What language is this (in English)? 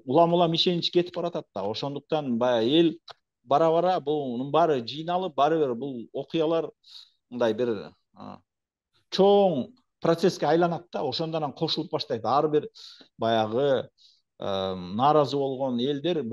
Kyrgyz